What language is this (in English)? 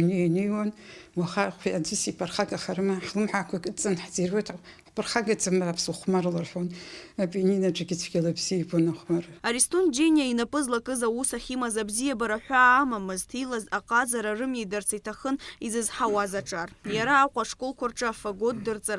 Abkhazian